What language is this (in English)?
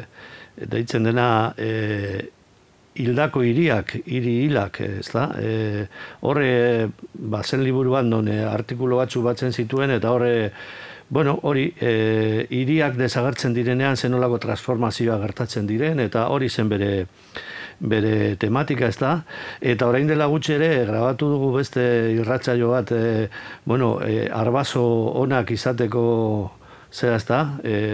Basque